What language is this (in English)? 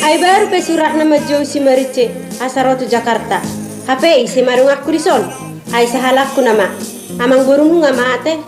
Batak Toba